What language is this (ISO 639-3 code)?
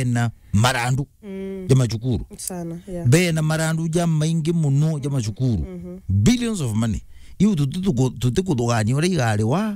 mer